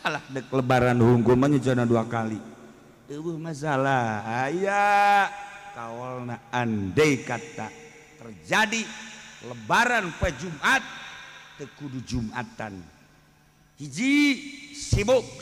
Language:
Sundanese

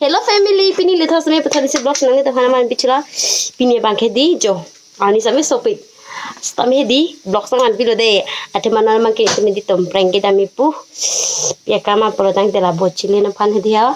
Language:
Karbi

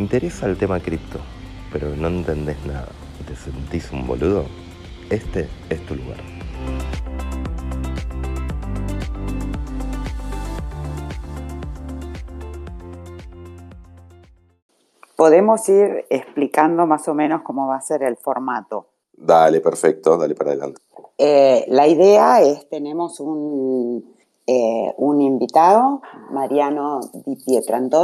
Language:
Spanish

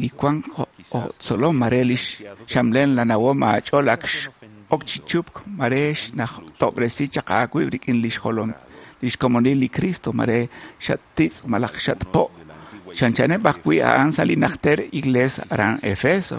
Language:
Kekchí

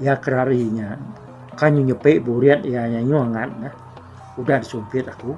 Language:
Iban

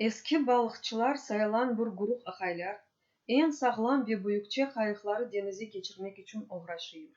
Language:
Crimean Tatar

